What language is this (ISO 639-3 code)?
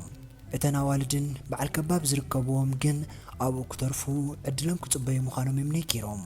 tir